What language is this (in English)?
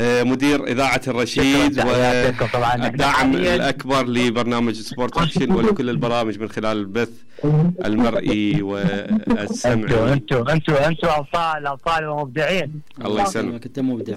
Mesopotamian Arabic